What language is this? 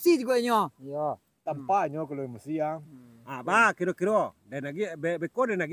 Minangkabau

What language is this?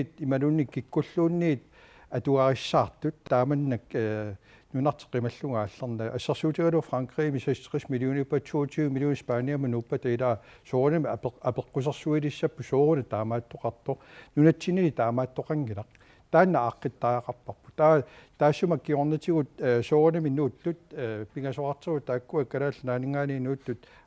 Kalaallisut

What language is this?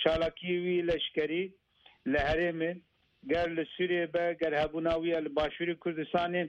Kurdish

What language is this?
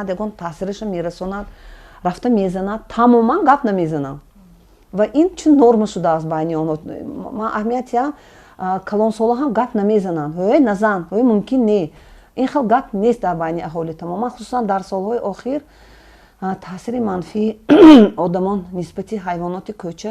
Tajik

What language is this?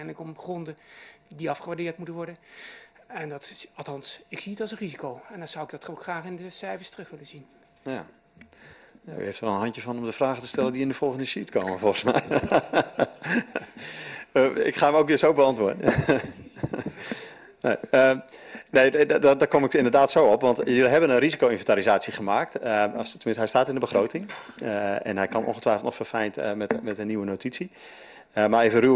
Dutch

